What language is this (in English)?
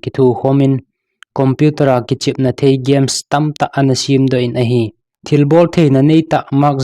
Thado Chin